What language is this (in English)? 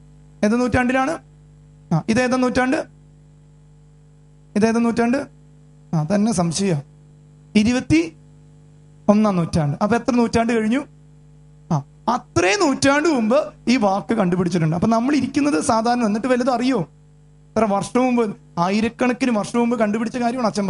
Malayalam